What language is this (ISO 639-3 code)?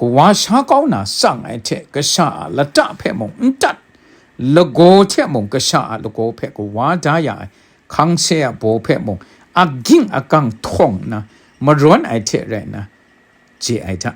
kac